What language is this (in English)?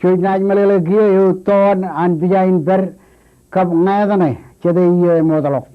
Marshallese